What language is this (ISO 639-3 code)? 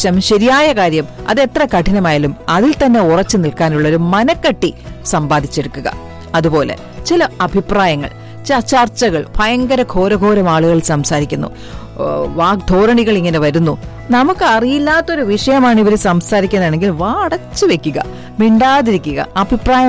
mal